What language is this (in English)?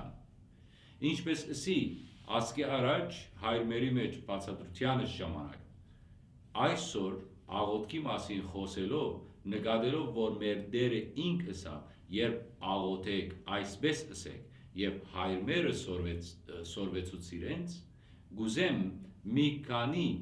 Western Armenian